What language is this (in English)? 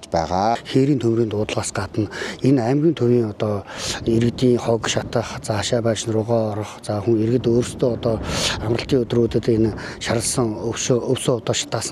Mongolian